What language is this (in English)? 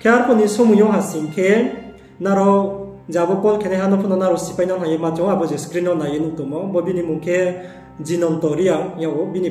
Riang (India)